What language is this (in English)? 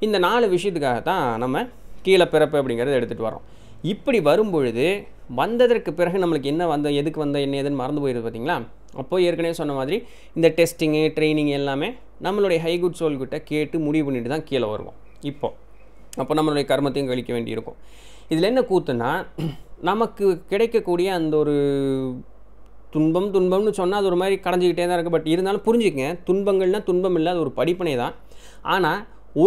Tamil